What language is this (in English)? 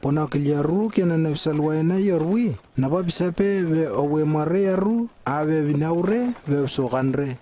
Lewo